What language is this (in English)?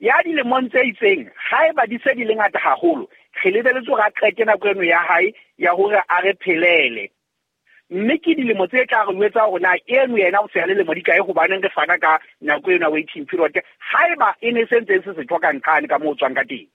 Southern Sotho